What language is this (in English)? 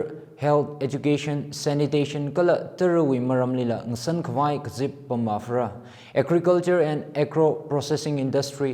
Tangkhul Naga (India)